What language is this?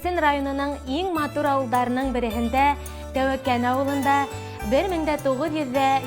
Bashkir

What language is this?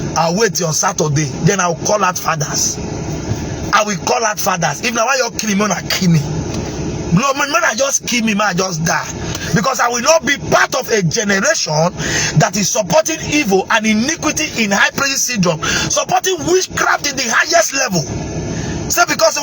Nigerian Pidgin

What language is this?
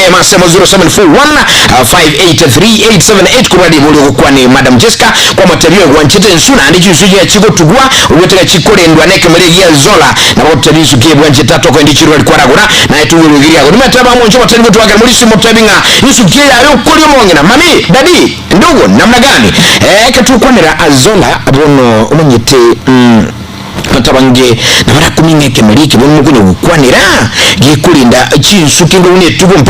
Gusii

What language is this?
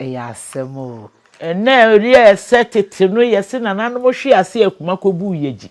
Akan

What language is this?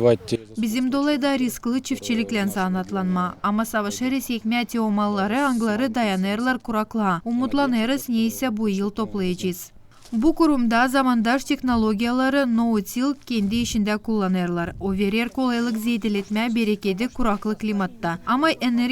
Gagauz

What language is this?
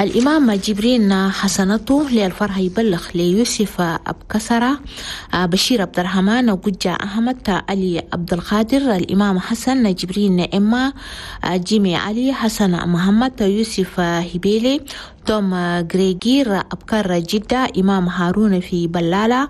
Chadian Arabic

